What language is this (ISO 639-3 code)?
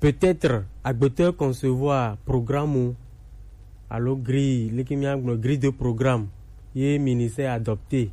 gej